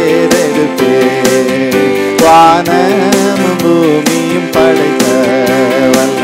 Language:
Tamil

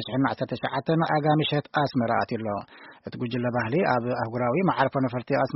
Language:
Tigrinya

